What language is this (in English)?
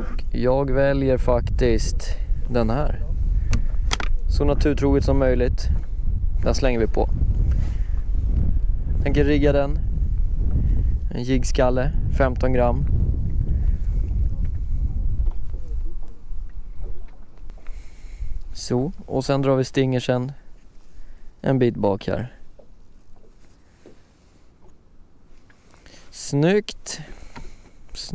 Swedish